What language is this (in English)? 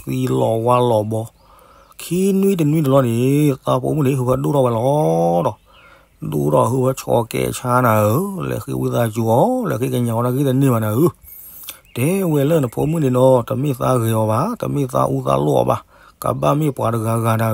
S'gaw Karen